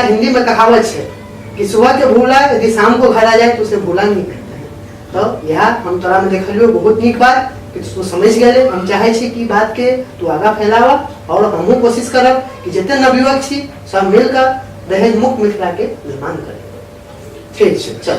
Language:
Maithili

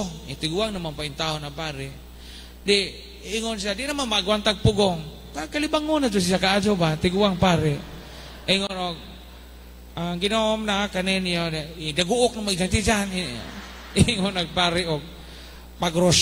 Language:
Cebuano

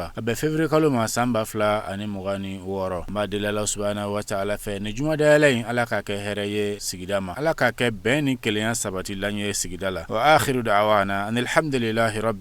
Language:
Bambara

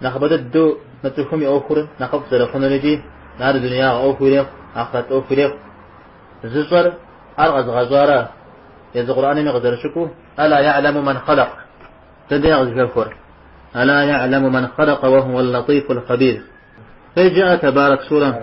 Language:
Kabardian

